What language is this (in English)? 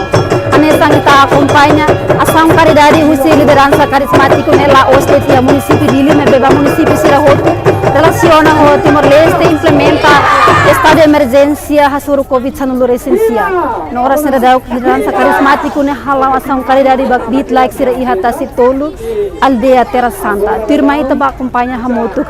Tetum